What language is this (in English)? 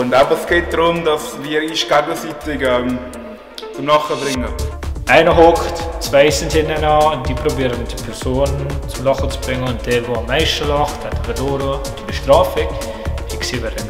Swiss German